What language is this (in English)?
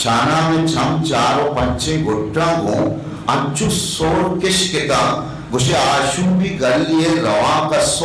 Eastern Balochi